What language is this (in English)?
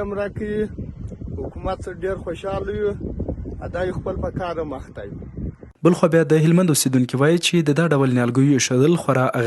Pashto